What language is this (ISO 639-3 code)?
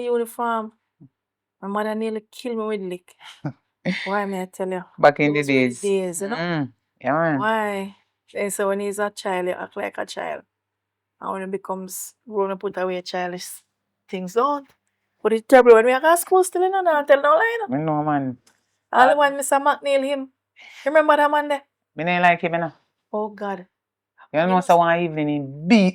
jam